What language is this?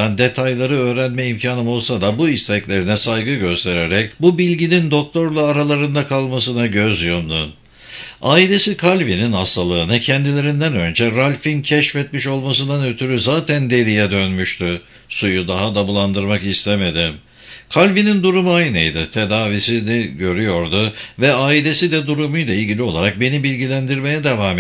Turkish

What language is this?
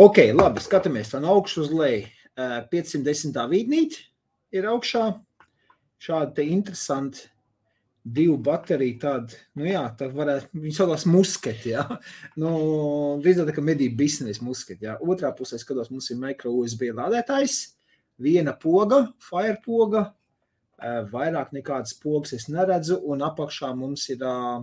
Latvian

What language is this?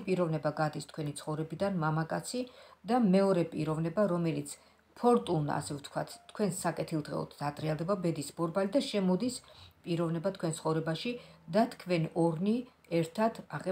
Georgian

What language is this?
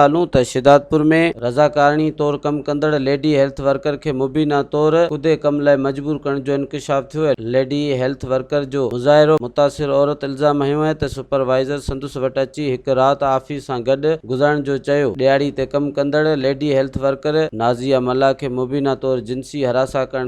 Sindhi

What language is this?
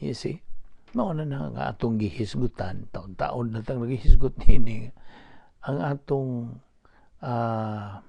Cebuano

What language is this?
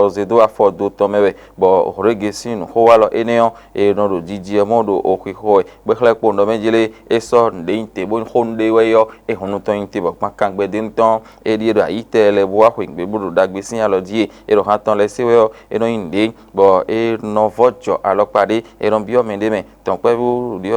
Fon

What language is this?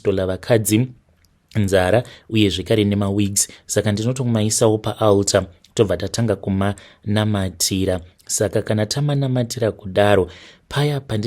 Shona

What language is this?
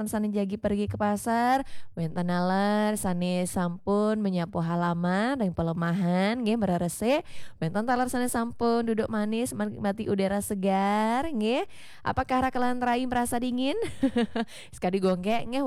Balinese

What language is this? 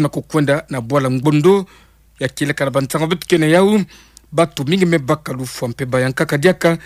Kituba (Democratic Republic of Congo)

